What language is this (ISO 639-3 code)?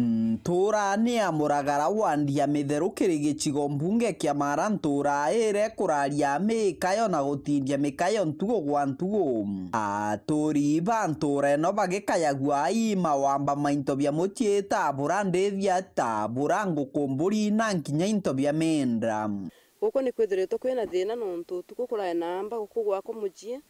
mer